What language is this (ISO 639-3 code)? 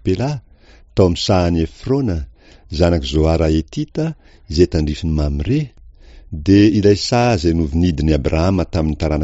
mlg